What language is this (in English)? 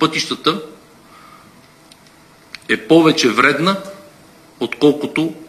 Bulgarian